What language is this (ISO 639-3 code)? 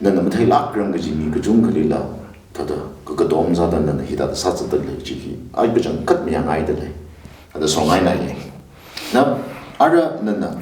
nmf